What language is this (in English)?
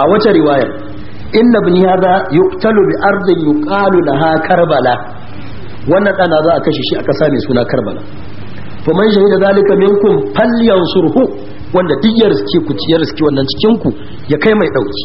Hausa